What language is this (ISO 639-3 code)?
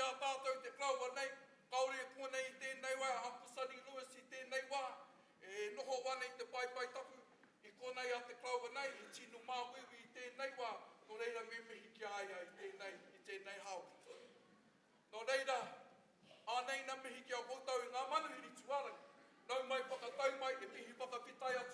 mri